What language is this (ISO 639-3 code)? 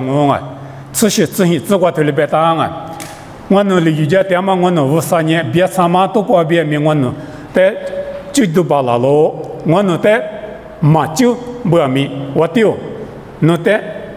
lis